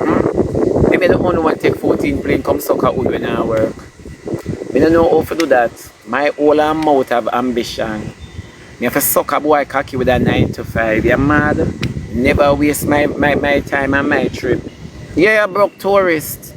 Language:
Jamaican Creole English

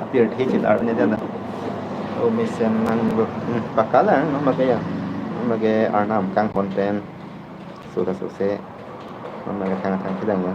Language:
Karbi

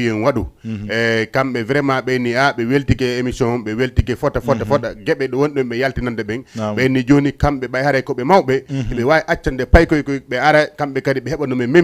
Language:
Fula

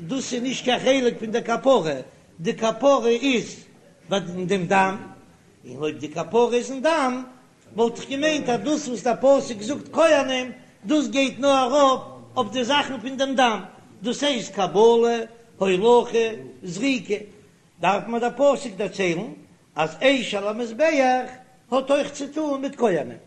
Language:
Yiddish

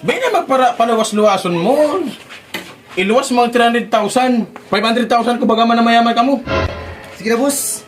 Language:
Bikol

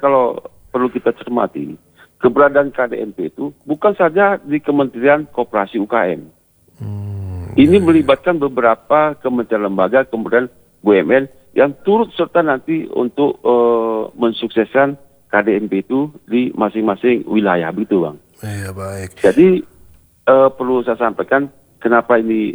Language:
Indonesian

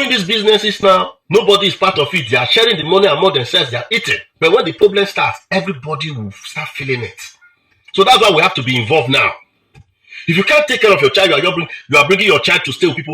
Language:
Nigerian Pidgin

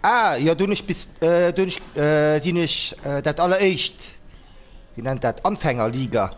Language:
Luxembourgish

